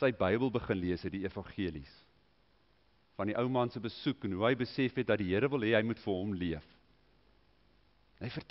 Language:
Afrikaans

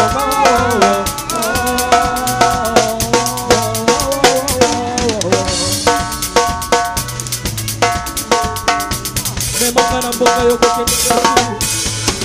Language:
Swahili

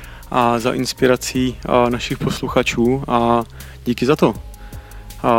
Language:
Czech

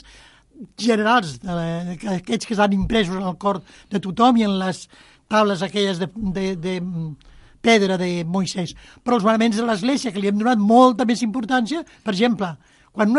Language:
Catalan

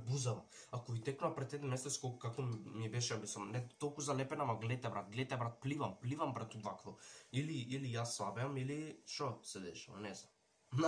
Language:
Macedonian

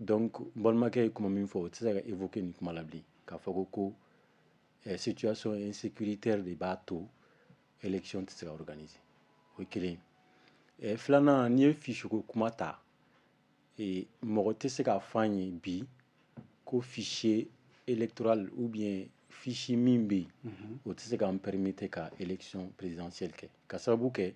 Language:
Bambara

